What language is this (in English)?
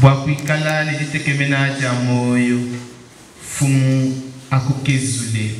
Luba-Lulua